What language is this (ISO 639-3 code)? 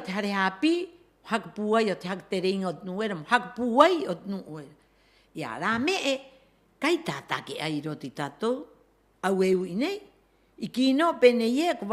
rap